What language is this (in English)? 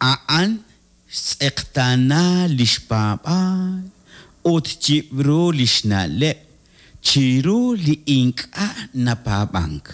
Kekchí